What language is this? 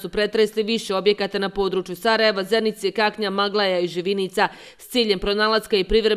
Bosnian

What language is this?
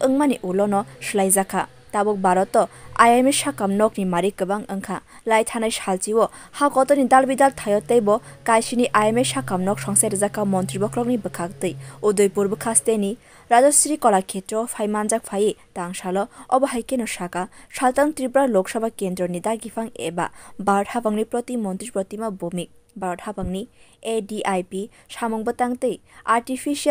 Kok Borok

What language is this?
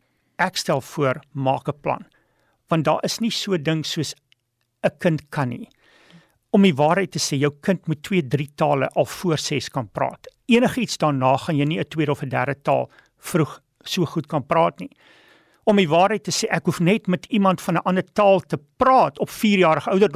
Afrikaans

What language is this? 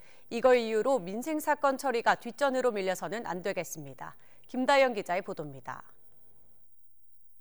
Korean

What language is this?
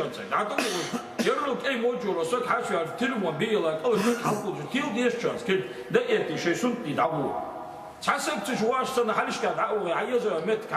Ingush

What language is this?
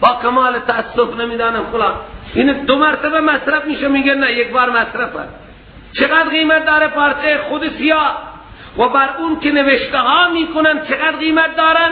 Persian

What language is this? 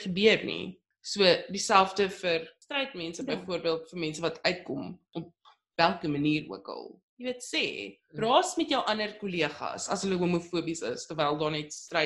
Afrikaans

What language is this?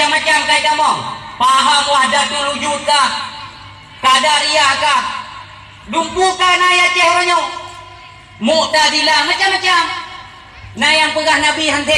Achinese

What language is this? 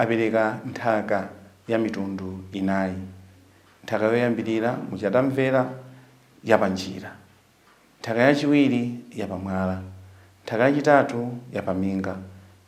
Nyanja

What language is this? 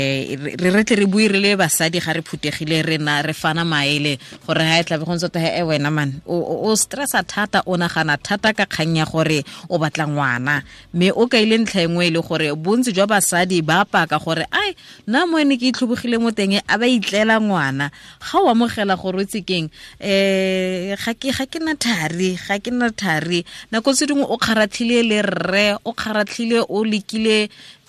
Tswana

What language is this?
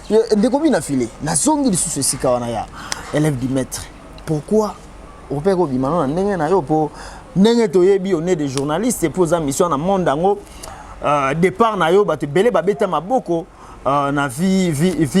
Lingala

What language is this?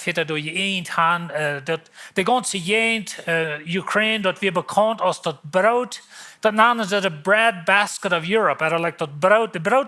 Plautdietsch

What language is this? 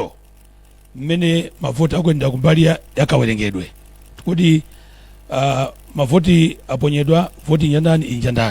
Nyanja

